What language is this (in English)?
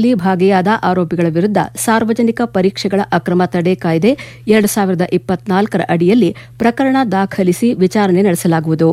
Kannada